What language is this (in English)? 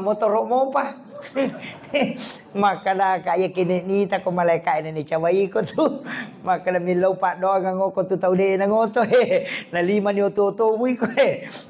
Buginese